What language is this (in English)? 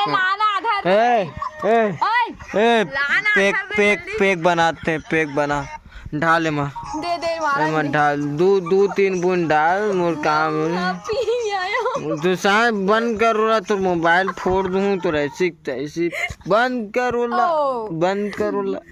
Chhattisgarhi